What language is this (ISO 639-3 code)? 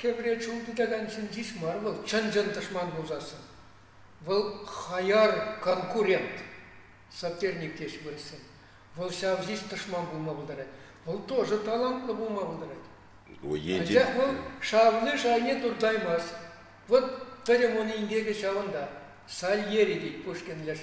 chv